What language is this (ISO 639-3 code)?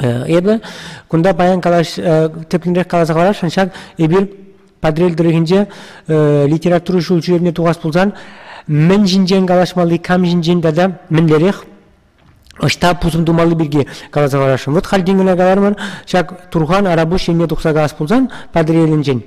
chv